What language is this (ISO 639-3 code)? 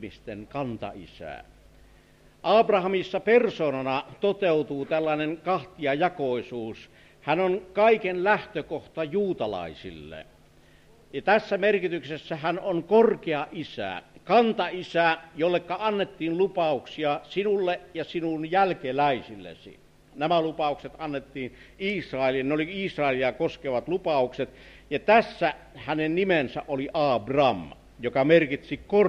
fin